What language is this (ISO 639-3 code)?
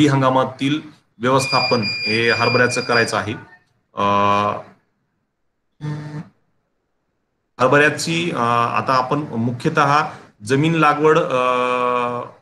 mar